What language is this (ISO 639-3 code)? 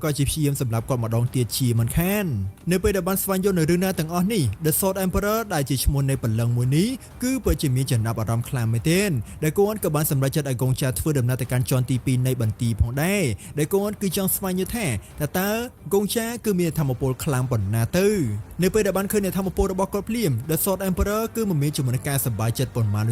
khm